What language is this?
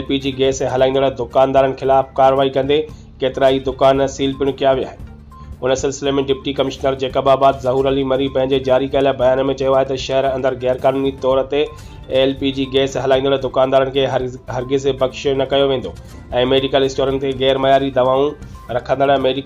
Sindhi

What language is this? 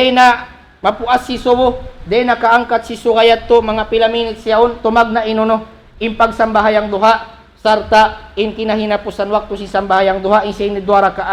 Tausug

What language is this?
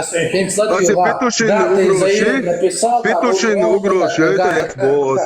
Chechen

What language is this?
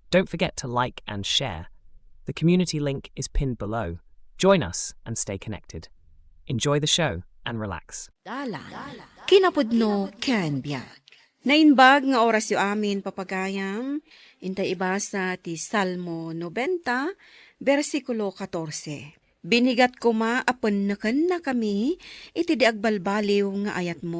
Iloko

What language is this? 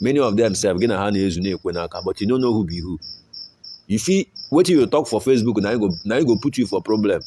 Nigerian Pidgin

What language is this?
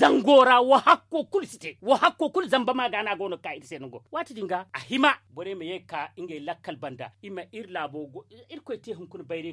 Zarma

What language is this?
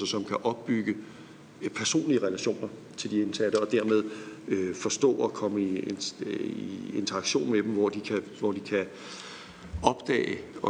Danish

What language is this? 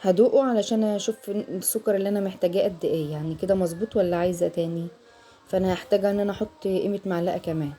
Egyptian Arabic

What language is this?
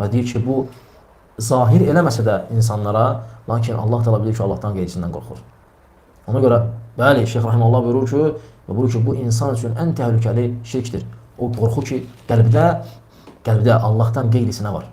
Azerbaijani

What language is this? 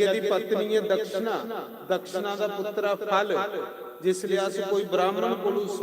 Dogri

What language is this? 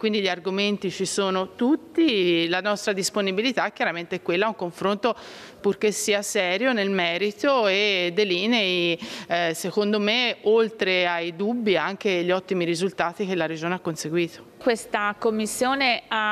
Italian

